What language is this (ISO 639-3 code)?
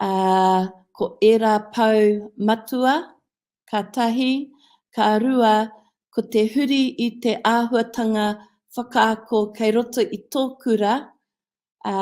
mri